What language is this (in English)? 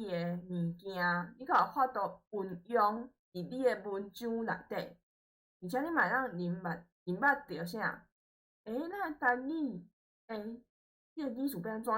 Min Nan Chinese